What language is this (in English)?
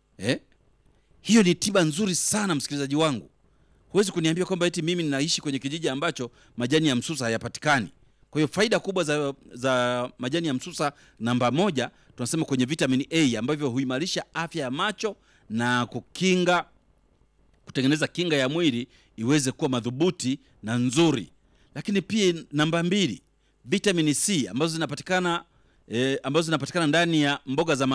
Swahili